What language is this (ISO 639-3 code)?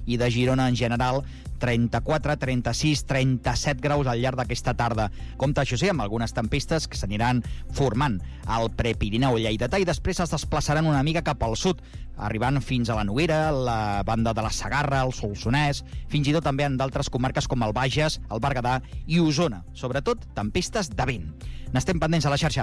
cat